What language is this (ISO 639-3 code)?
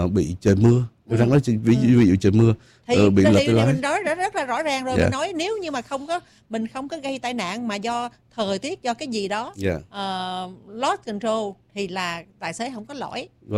vie